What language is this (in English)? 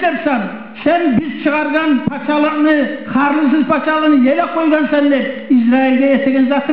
Kumyk